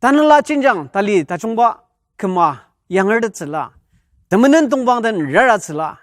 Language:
Ao Naga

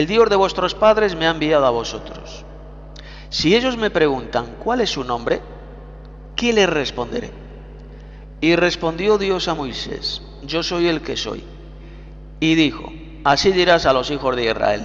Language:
Spanish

